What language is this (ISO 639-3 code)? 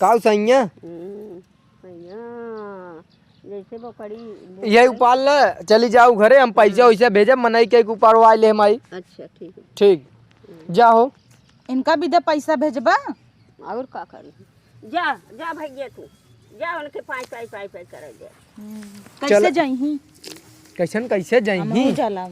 awa